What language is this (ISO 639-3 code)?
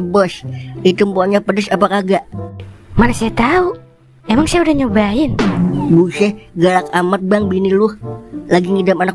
bew